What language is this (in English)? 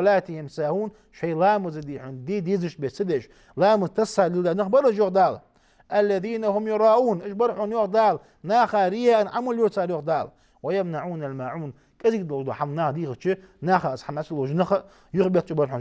Ingush